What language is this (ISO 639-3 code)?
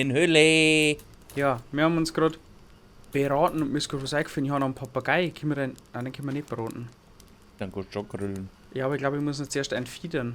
bar